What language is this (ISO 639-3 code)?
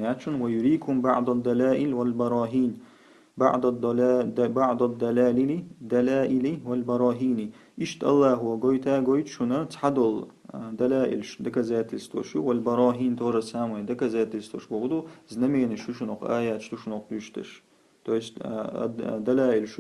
che